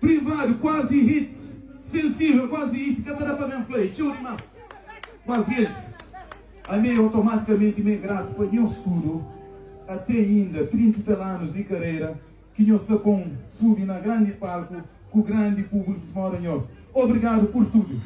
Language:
Kabuverdianu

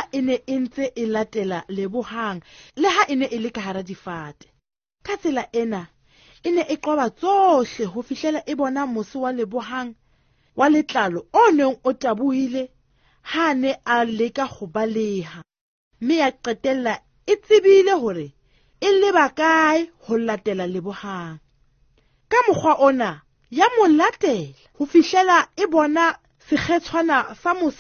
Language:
Southern Sotho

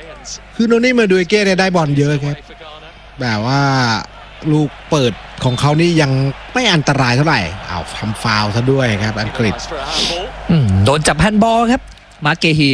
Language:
Thai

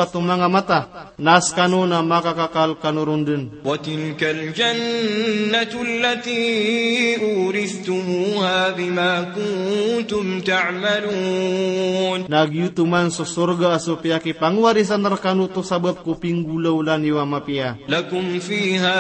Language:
Maranao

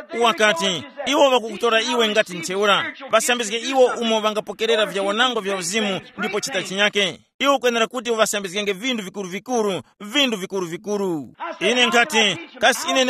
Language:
Tumbuka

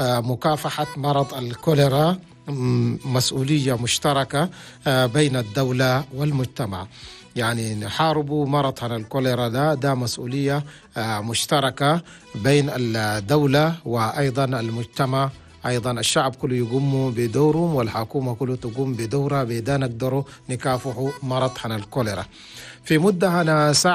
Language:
Chadian Arabic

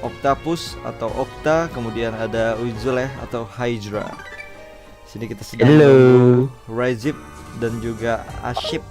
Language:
Banjar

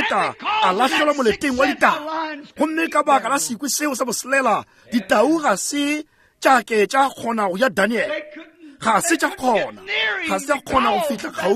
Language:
Northern Sotho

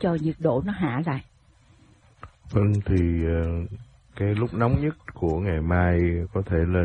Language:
Vietnamese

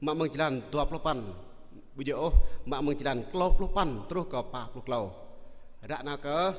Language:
Jarai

